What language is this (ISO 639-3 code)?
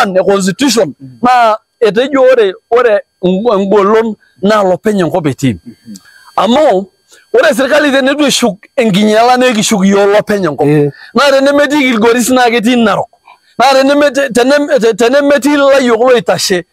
mas